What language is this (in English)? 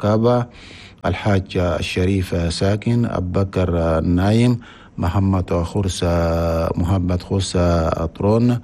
Chadian Arabic